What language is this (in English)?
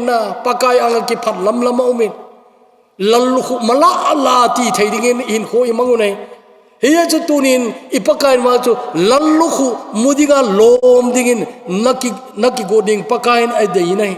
Thado Chin